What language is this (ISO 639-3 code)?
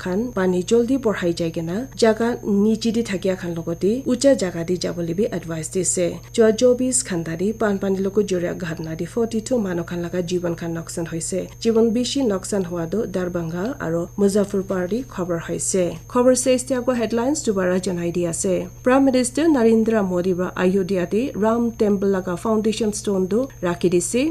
nag